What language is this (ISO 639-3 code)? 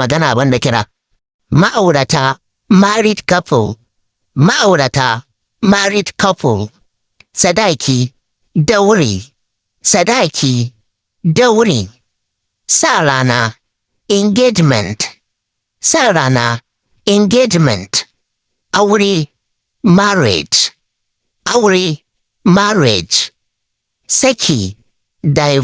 hau